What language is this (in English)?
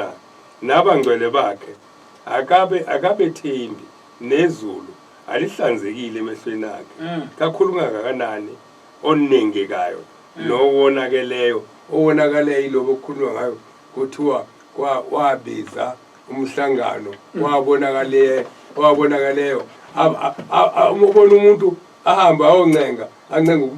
Zulu